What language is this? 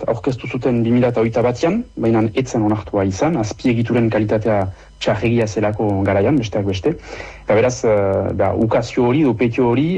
Basque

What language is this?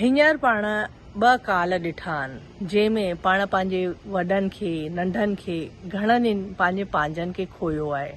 Sindhi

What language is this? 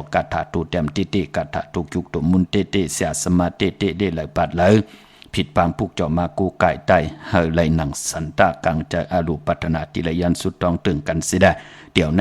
Shan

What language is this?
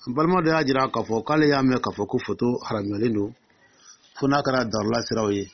Dyula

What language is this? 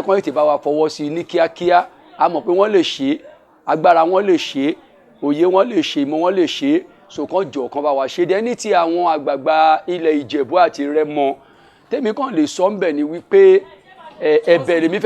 Yoruba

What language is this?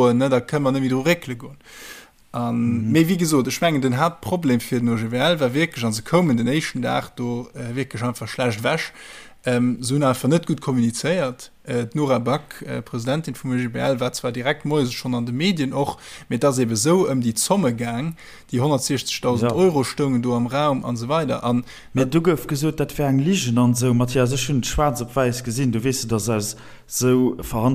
Luxembourgish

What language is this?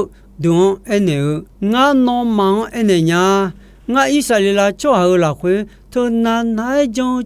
Akha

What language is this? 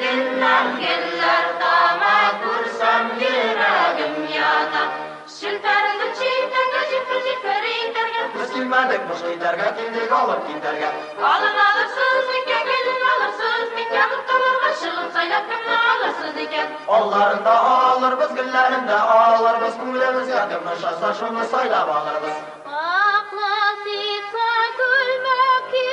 Tatar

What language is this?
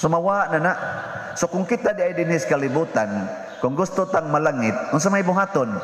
Cebuano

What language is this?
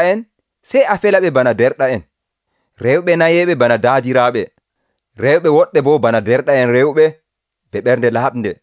Nigerian Fulfulde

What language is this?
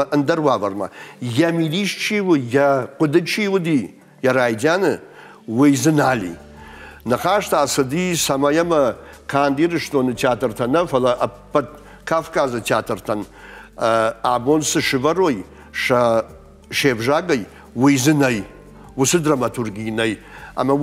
Ossetic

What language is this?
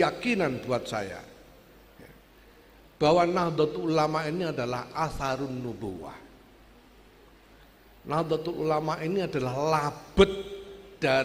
Indonesian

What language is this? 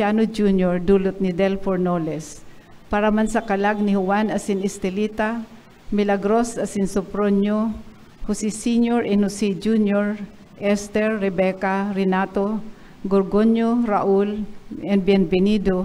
Bikol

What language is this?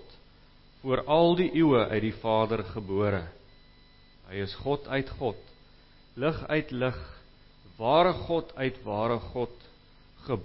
Afrikaans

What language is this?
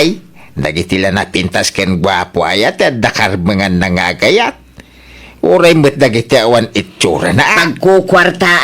Iloko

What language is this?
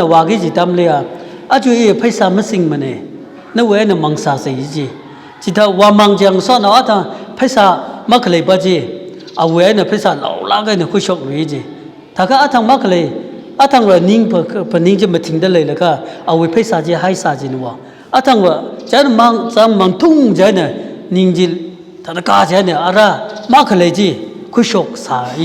Tangkhul Naga (India)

